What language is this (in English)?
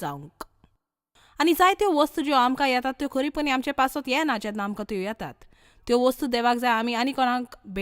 Konkani